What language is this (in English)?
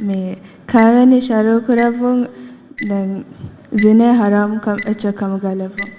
Divehi